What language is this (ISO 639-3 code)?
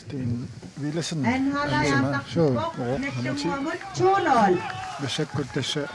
kal